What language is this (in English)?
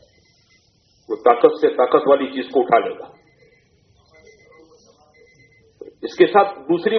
Urdu